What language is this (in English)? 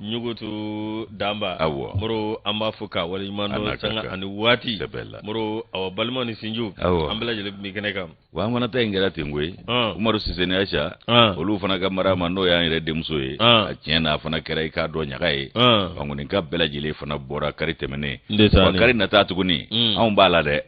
Bambara